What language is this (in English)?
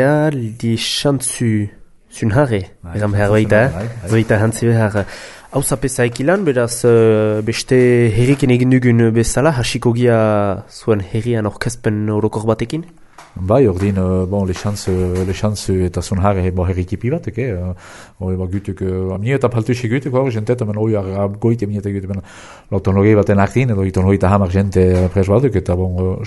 Basque